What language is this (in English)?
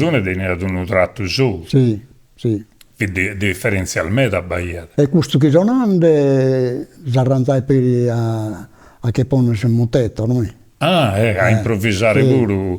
Sardinian